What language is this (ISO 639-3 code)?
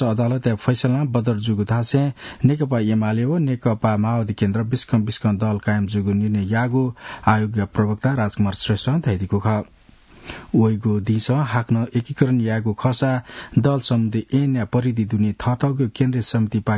new